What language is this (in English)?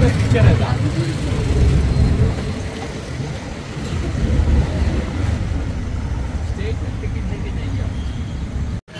Malayalam